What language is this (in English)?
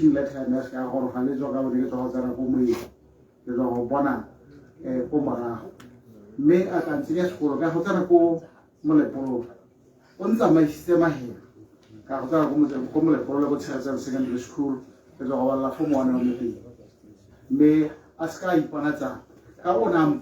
Tswana